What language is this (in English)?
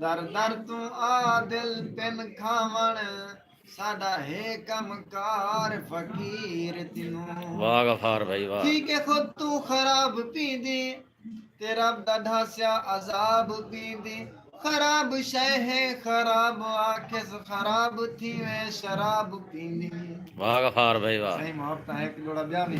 Saraiki